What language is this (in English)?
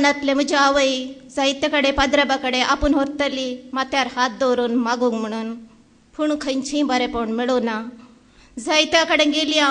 Konkani